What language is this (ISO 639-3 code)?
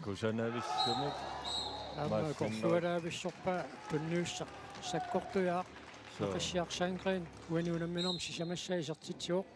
kal